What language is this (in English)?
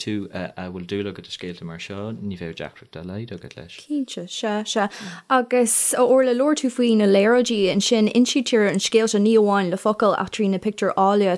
Irish